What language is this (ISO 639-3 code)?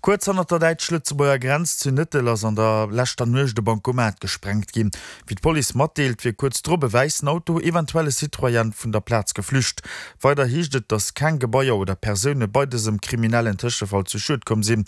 ltz